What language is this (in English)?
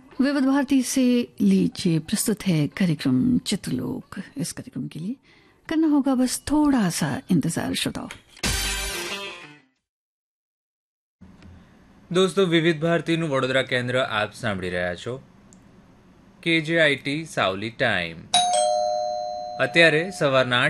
Gujarati